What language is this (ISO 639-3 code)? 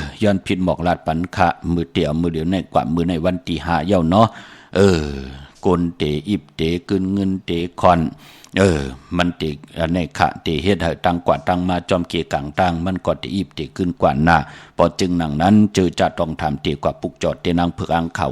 shn